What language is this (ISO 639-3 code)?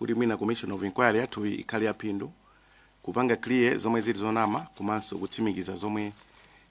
nya